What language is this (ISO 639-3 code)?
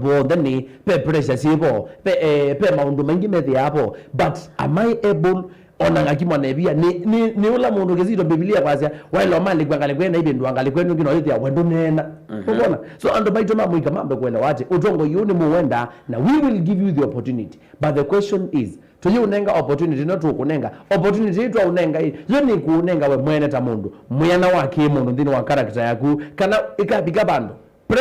kam